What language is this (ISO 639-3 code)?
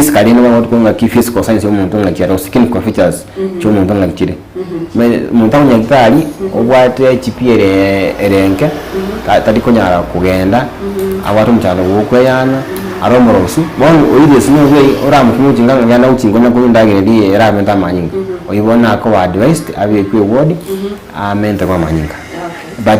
guz